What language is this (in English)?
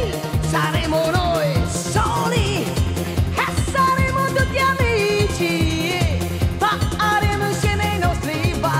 Italian